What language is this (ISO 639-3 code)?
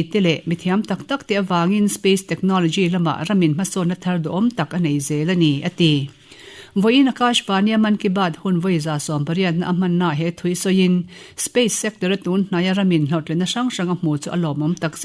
lus